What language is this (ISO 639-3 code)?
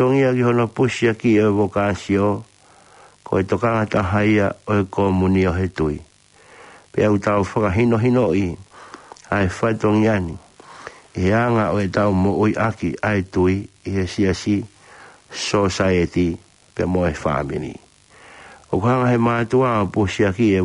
ton